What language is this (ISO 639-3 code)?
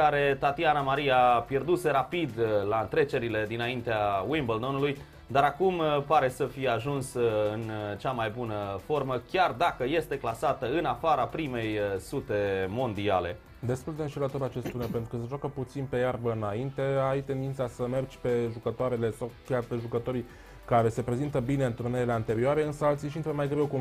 ron